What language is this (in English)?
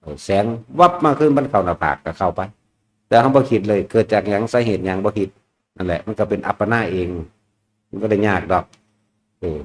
Northeastern Thai